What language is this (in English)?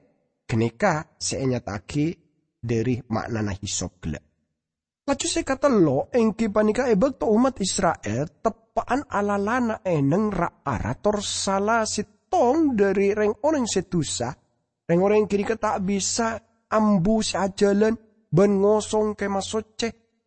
Madurese